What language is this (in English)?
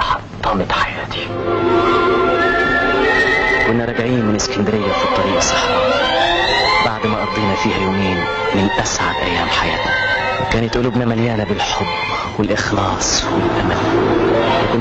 Egyptian Arabic